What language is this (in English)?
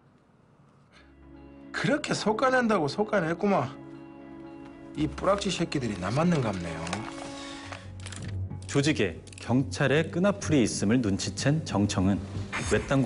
Korean